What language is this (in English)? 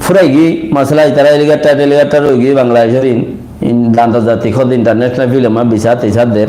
Rohingya